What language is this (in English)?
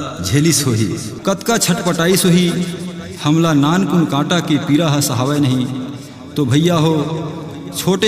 Chhattisgarhi